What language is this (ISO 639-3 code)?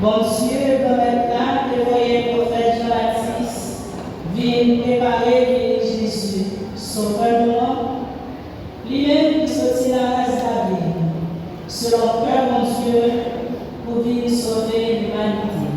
hat